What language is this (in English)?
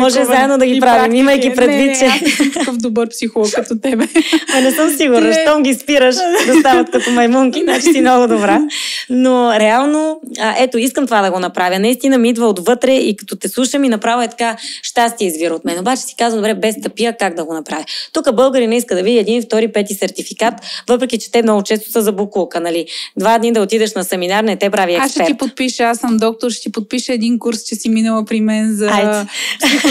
Bulgarian